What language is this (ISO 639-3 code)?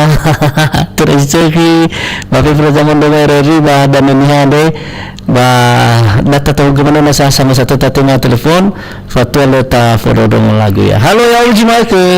nia